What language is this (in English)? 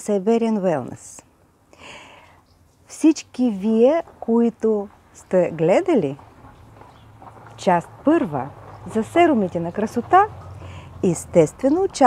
Bulgarian